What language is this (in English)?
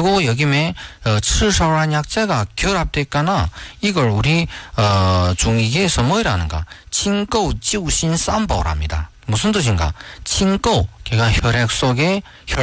Korean